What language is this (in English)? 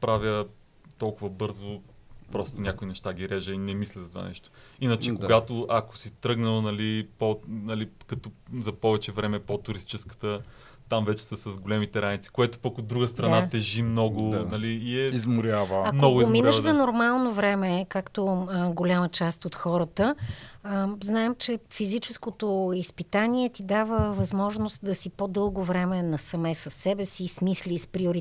Bulgarian